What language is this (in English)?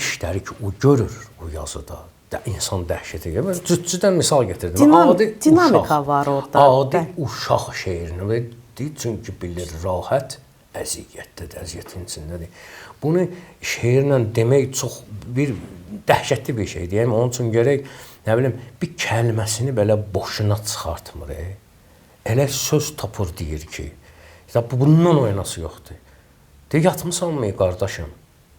Azerbaijani